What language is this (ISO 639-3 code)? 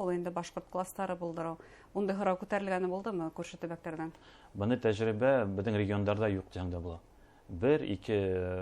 bak